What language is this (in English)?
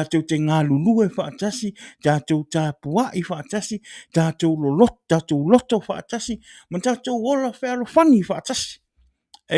Samoan